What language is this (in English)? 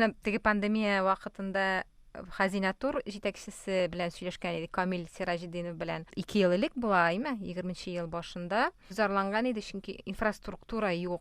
Tatar